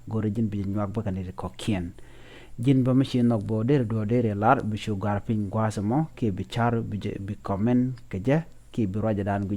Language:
Nuer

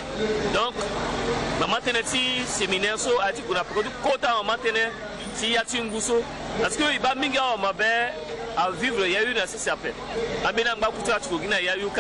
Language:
Sango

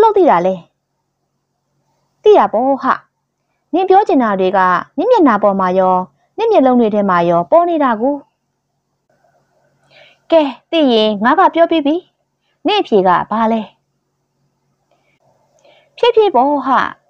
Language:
Burmese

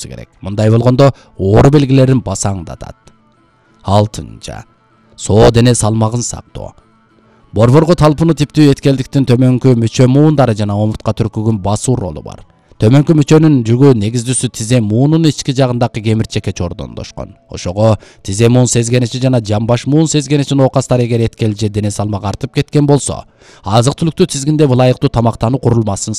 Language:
Kyrgyz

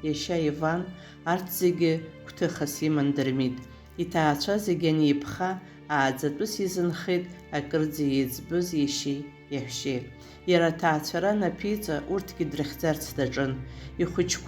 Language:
Abkhazian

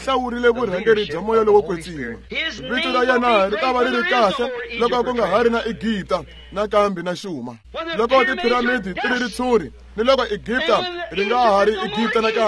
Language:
Tsonga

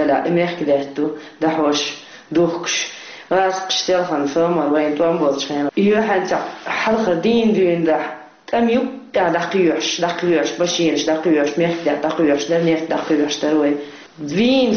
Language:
Chechen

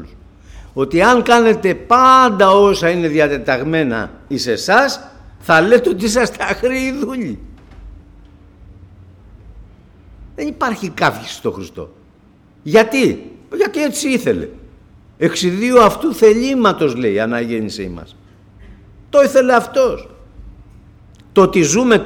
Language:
Greek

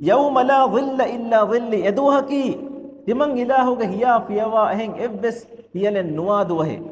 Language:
Divehi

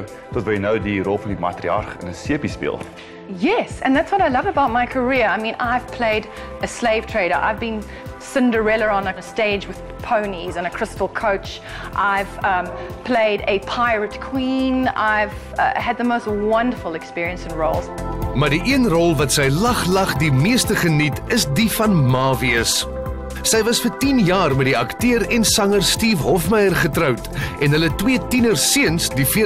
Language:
Afrikaans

